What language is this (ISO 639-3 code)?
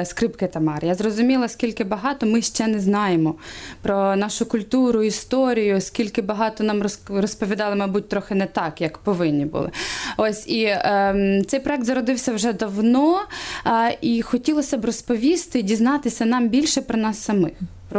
ukr